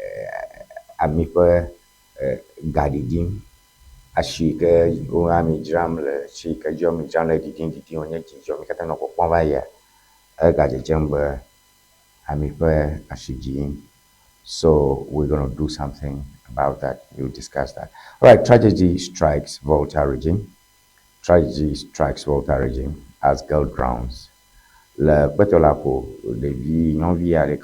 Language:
Ewe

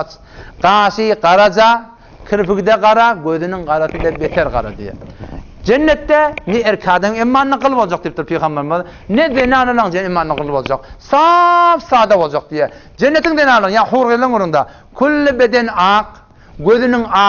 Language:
Turkmen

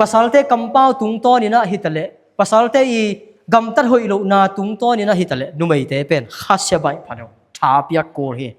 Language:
Tedim Chin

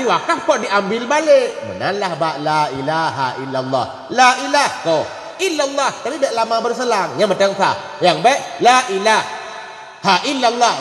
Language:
Achinese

